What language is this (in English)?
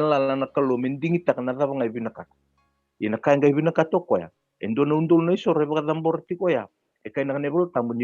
Fijian